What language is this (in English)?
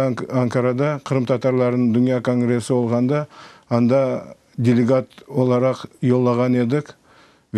Crimean Tatar